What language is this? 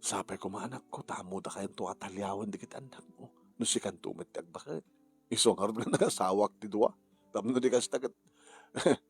Iloko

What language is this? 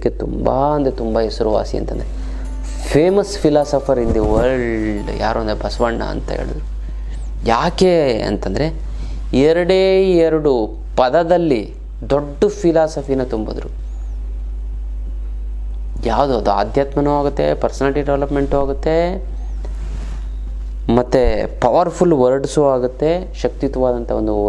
Kannada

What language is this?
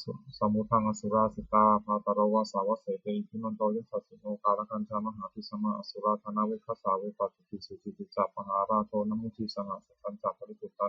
Pali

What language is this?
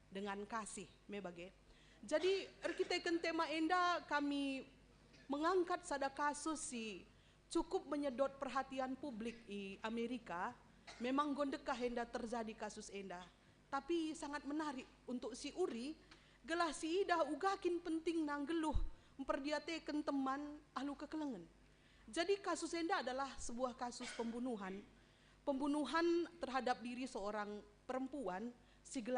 Batak Karo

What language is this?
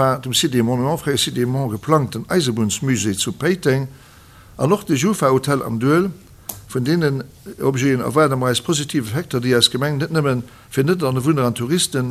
Luxembourgish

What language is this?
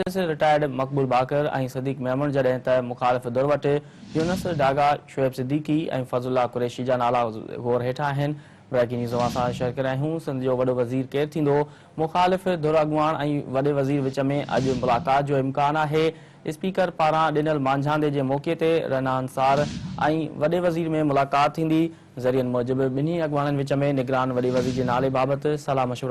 Sindhi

